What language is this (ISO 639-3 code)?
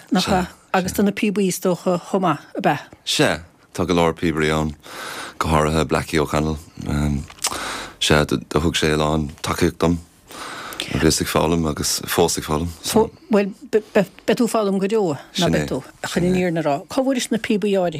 gle